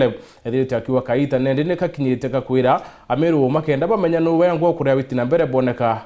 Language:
Meru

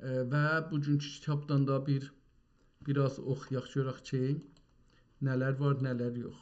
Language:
South Azerbaijani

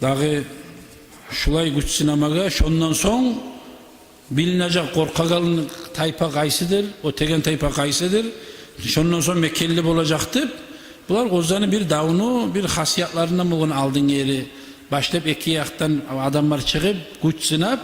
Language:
Kumyk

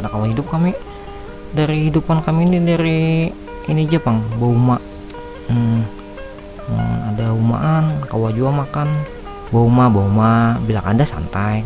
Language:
Banjar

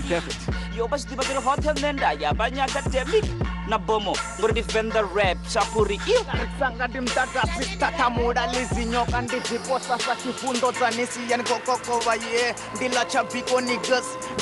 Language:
Venda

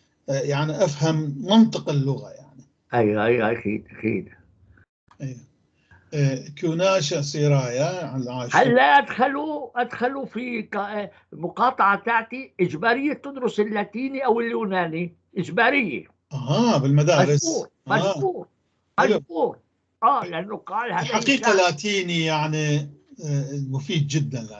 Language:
North Levantine Arabic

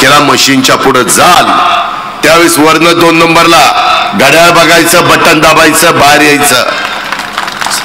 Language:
Marathi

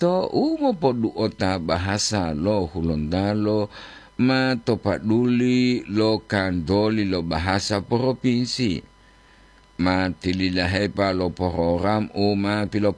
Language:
Gorontalo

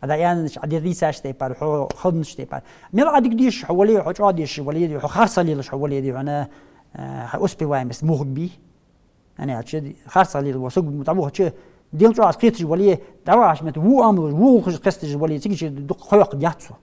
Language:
Ingush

